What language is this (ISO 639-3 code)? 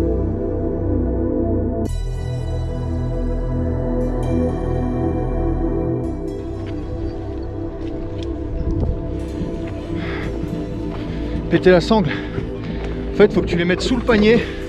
fra